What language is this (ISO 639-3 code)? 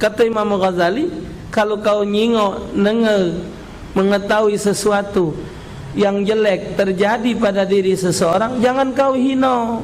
mui